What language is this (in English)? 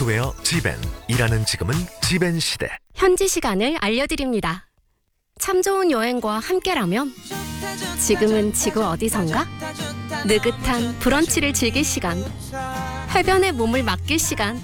Korean